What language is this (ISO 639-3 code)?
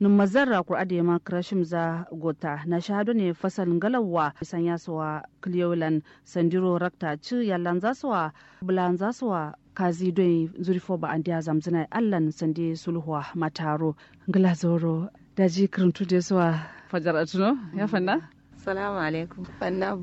kau